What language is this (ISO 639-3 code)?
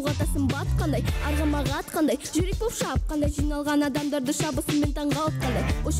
kaz